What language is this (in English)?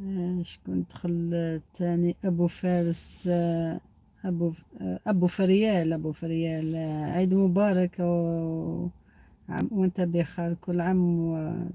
Algerian Arabic